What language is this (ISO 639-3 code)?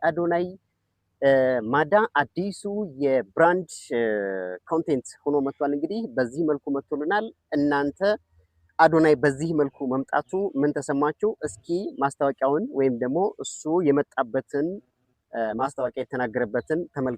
amh